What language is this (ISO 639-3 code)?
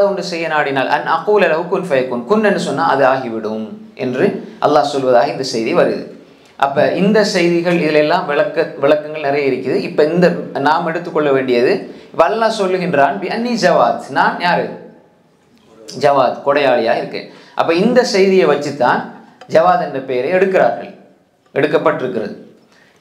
tam